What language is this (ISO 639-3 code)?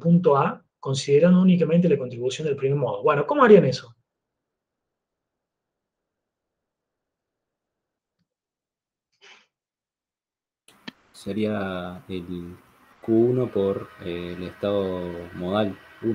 spa